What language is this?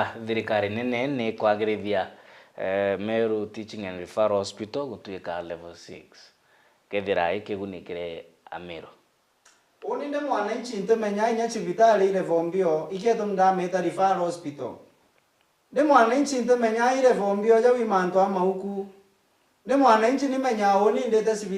Meru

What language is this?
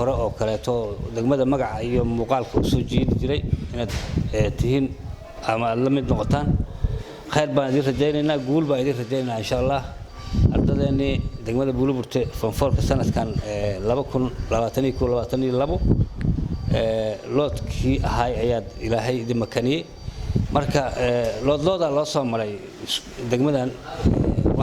Somali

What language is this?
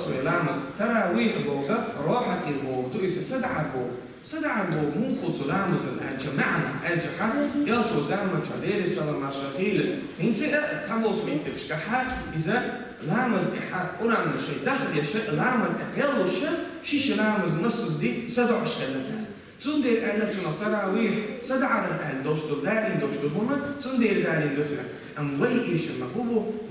Chechen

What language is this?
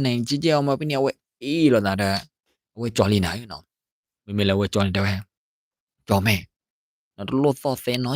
S'gaw Karen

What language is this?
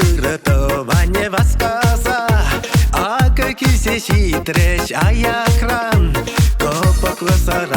Chuvash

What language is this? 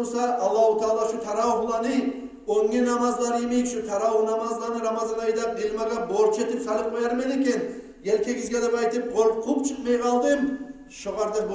Kumyk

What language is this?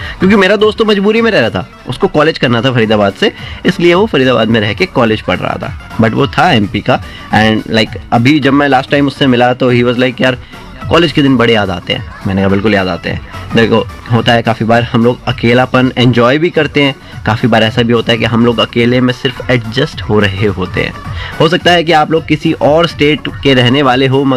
Hindi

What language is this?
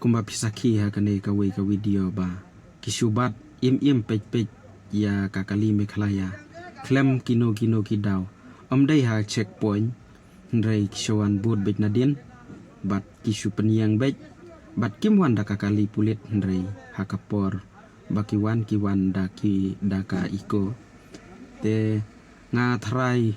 Khasi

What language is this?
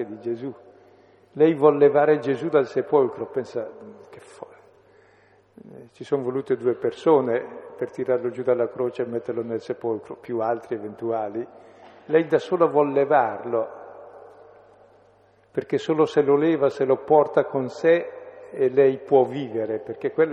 Italian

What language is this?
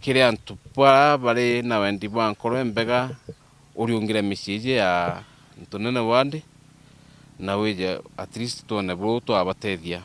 Meru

